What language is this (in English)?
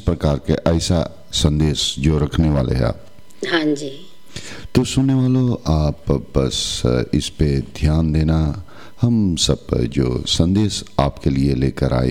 Hindi